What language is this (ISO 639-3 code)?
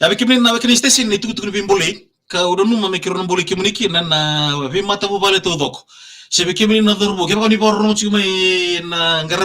fij